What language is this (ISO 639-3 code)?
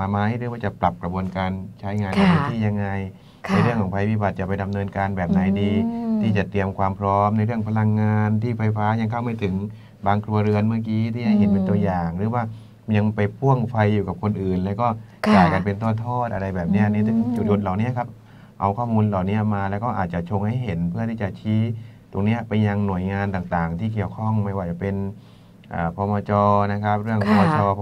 tha